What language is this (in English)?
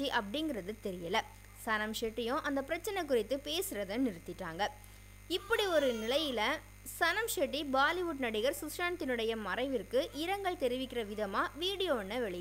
Tamil